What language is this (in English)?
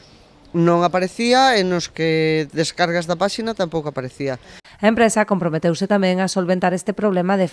Galician